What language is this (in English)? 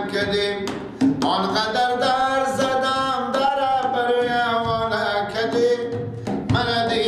Persian